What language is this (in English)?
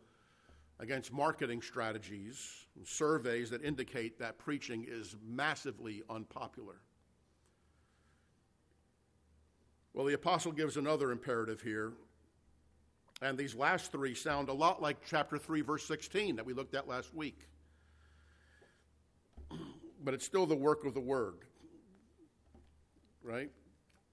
English